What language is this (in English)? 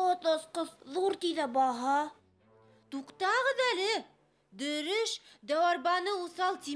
Bashkir